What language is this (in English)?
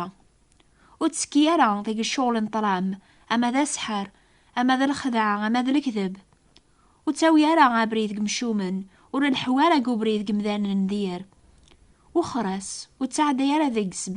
Kabyle